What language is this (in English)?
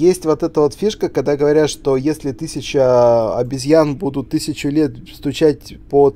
Russian